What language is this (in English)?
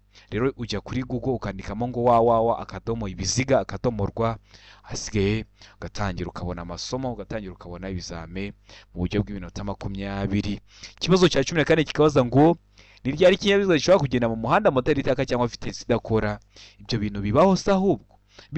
Kinyarwanda